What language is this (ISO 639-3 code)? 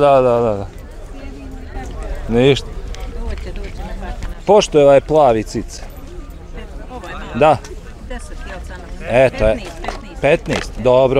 bos